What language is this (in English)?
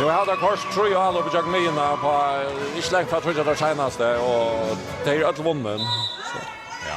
Faroese